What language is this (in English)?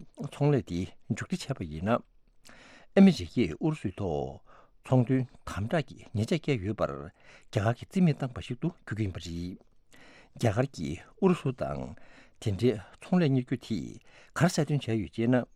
Tibetan